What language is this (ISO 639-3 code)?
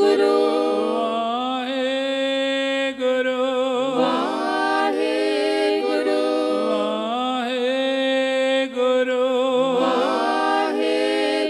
pan